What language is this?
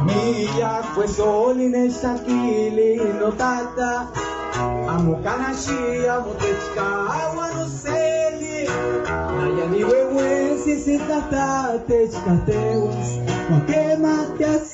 Western Huasteca Nahuatl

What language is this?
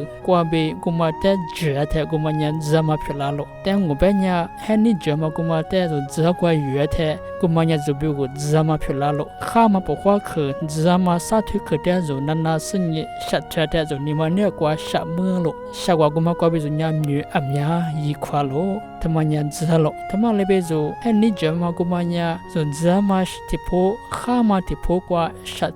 Lisu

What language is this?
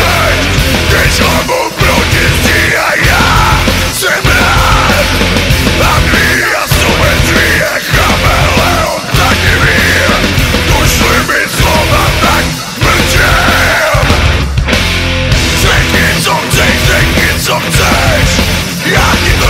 Czech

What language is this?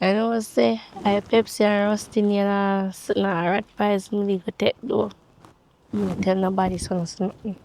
Jamaican Creole English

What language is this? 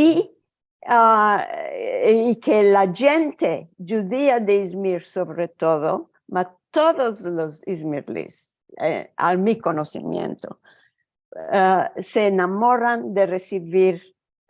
Ladino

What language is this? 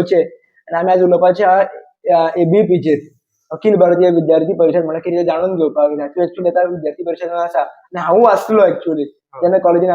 Konkani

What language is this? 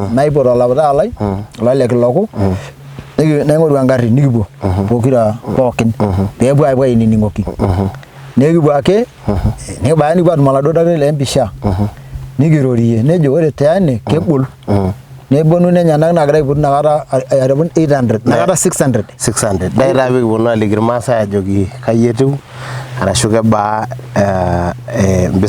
Masai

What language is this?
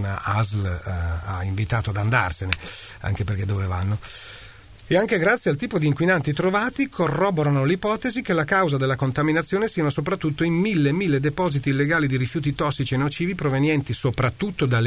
Italian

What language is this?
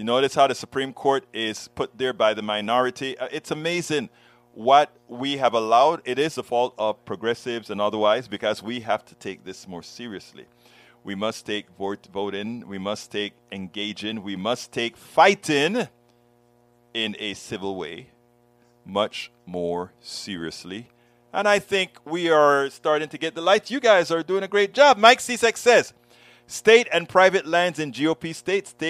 English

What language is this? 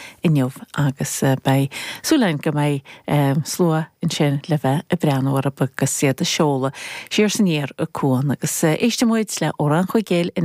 Irish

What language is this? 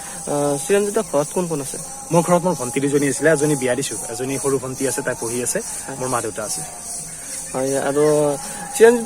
Assamese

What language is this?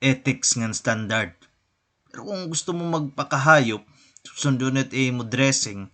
Waray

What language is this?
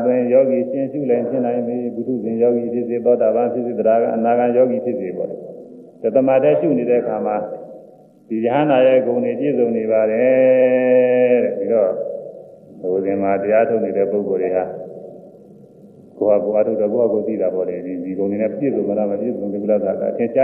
Burmese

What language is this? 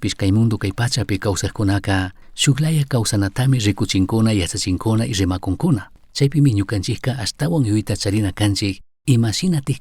Chimborazo Highland Quichua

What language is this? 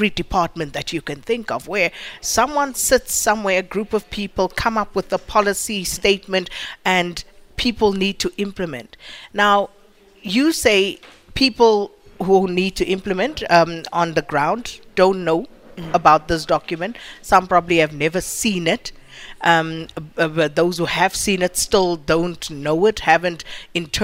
English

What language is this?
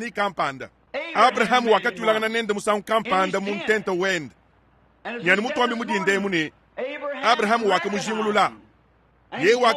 Luba-Lulua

